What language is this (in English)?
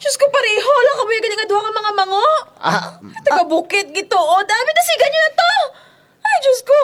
Kinaray-a